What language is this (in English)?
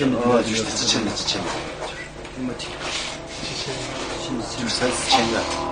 Kazakh